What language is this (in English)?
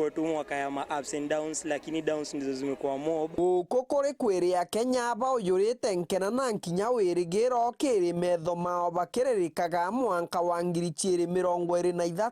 Meru